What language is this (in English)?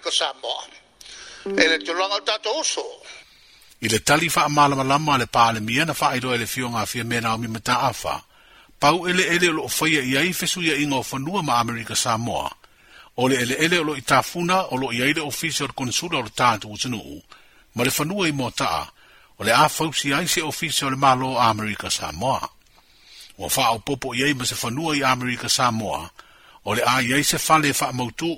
Samoan